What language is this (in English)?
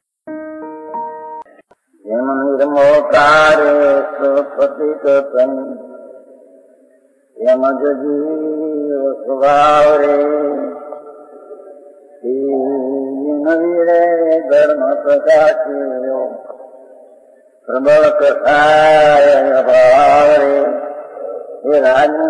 Gujarati